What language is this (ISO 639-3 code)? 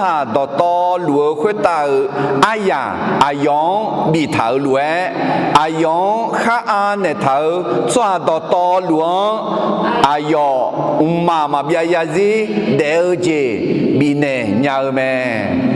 ahk